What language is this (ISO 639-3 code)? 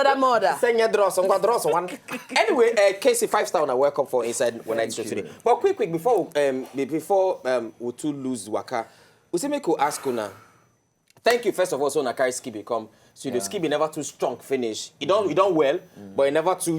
pcm